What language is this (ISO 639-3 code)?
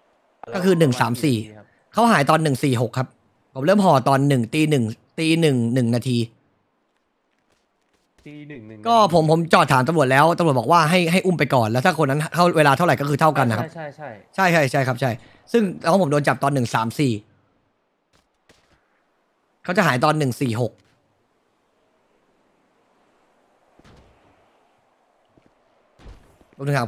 tha